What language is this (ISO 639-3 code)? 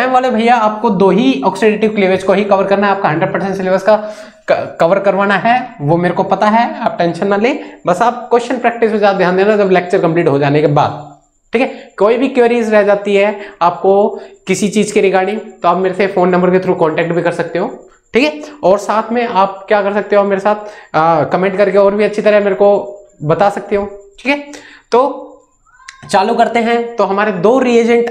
hin